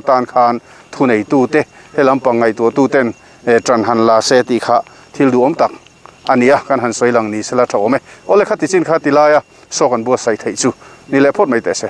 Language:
Mizo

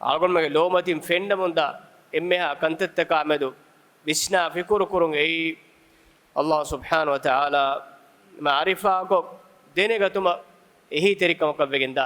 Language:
Divehi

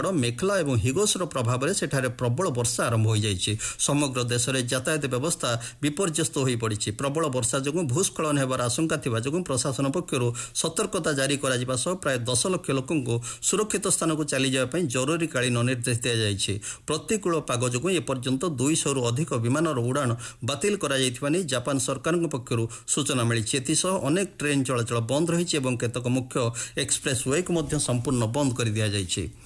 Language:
Odia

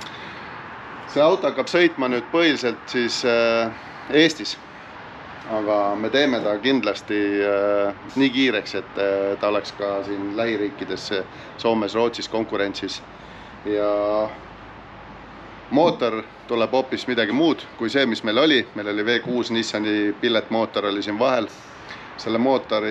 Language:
Estonian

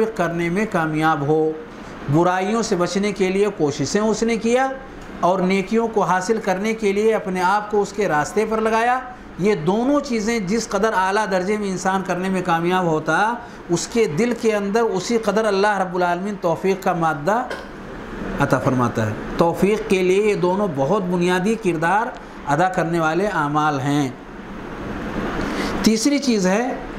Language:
Urdu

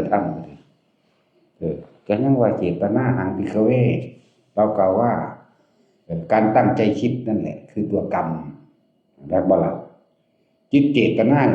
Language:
Northeastern Thai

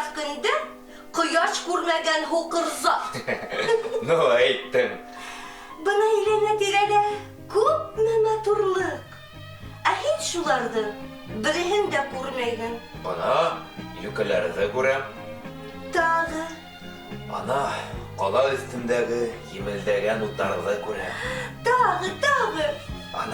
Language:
Bashkir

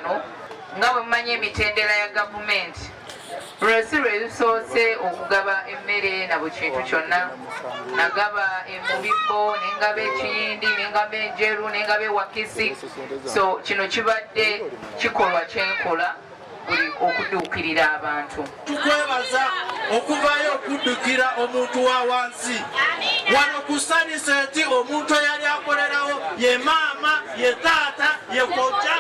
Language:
Ganda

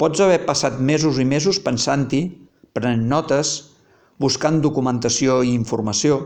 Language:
Catalan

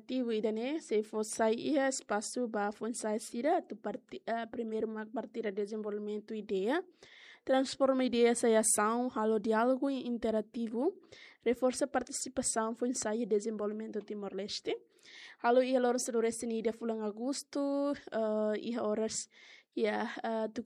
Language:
Tetum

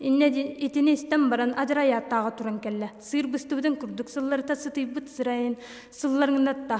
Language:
Yakut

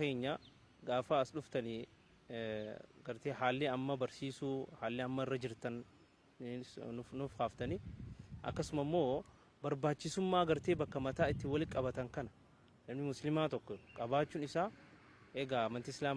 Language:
Oromo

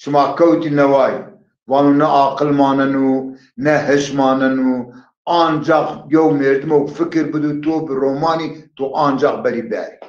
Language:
Zaza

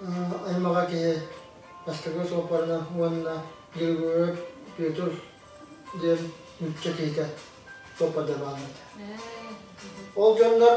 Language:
Yakut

